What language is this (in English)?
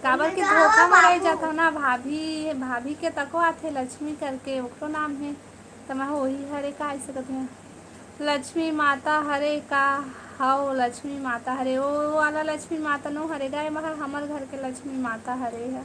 Chhattisgarhi